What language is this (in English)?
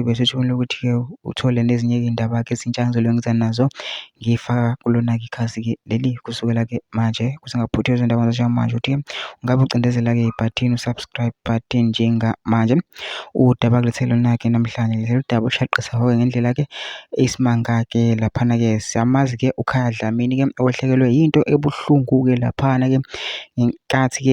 Zulu